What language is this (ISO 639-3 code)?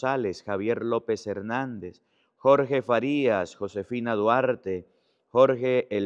spa